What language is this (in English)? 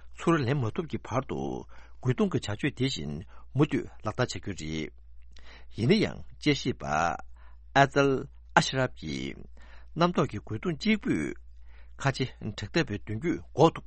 Tibetan